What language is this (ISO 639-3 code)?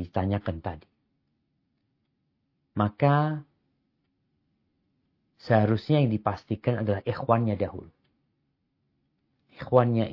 ind